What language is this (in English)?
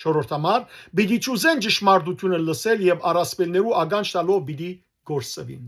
Western Armenian